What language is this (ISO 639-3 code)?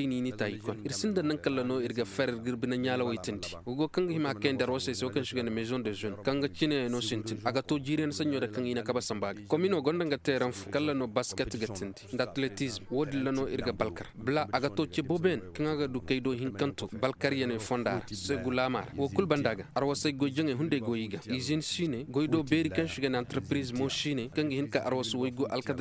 ses